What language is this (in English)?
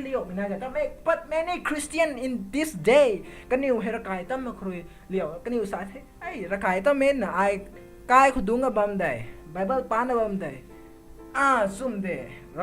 Rongmei Naga